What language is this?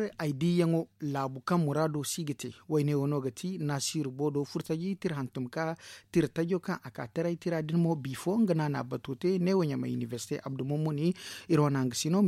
Zarma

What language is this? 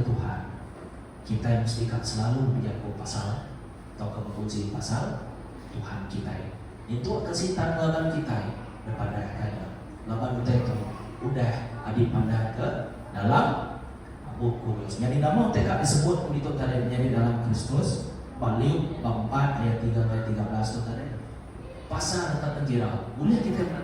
Iban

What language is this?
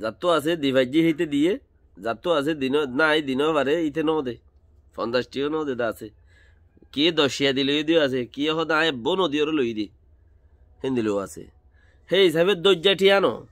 Rohingya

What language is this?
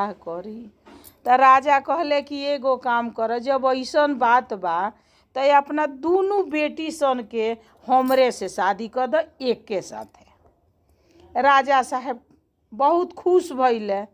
Bhojpuri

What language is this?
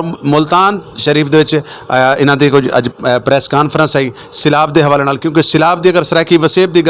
Saraiki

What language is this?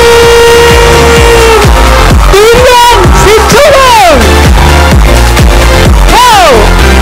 Vietnamese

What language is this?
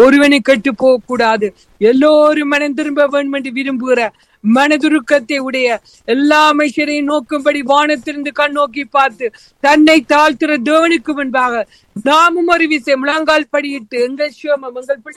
Tamil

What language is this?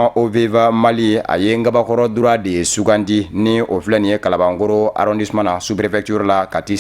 Bambara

